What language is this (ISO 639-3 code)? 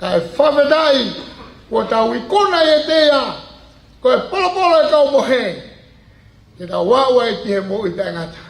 ton